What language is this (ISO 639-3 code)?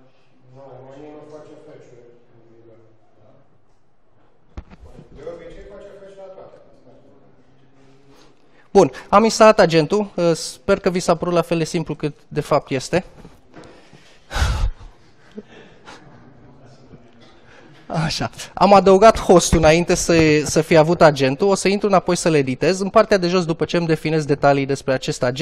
ron